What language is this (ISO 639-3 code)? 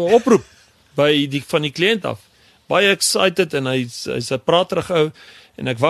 afr